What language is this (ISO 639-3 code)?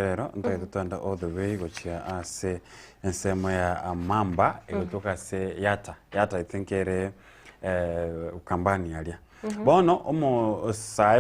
guz